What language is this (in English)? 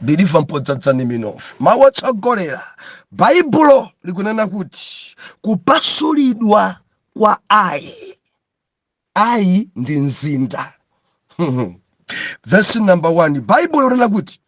Nyanja